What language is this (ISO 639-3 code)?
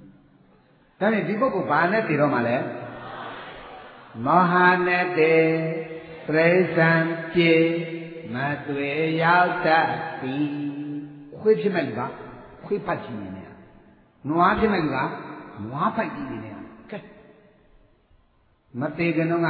mya